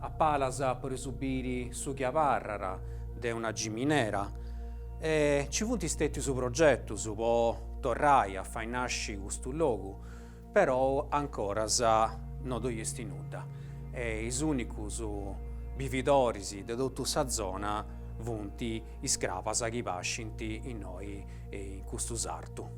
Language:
Sardinian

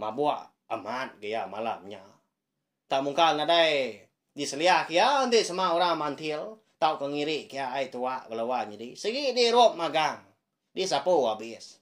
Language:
Iban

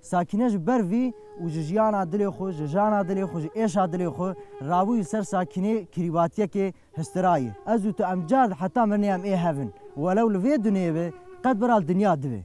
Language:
Kurdish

